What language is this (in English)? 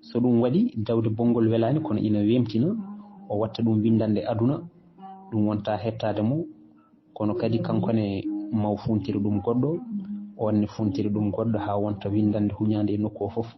Fula